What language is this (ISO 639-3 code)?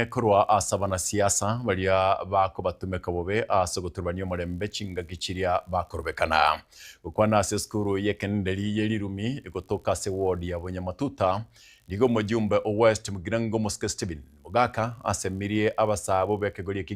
guz